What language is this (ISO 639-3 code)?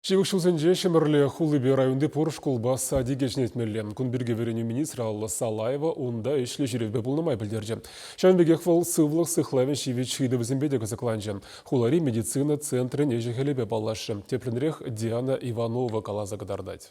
chv